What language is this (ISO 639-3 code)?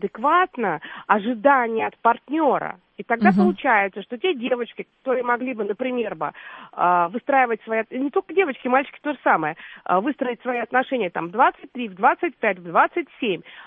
rus